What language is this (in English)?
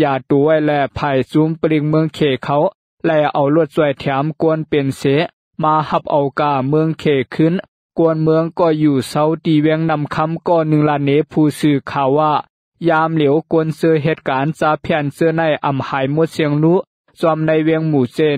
Shan